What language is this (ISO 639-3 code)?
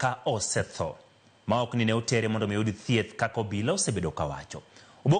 luo